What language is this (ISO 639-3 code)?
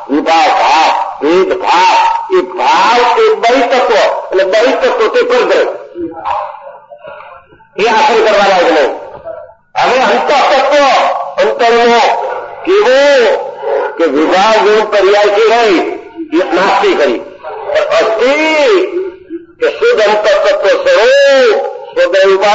guj